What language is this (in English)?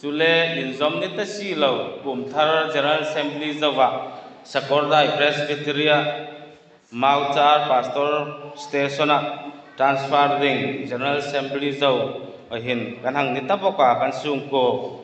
Hmar